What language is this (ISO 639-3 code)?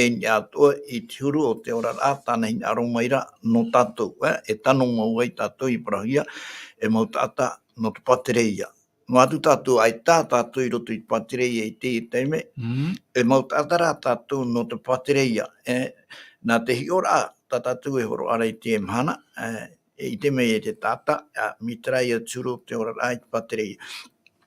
tah